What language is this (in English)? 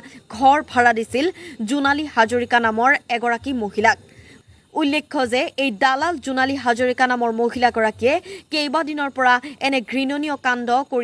Assamese